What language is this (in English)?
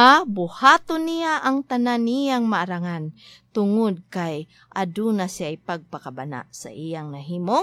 Cebuano